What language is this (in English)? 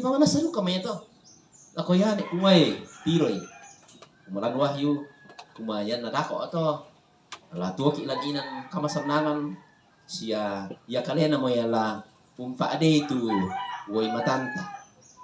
Toraja-Sa'dan